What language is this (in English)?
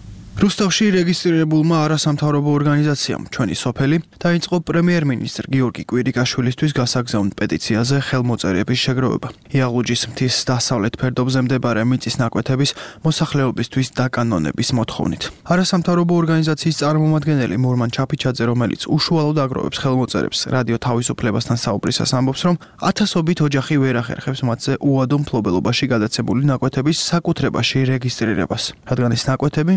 Georgian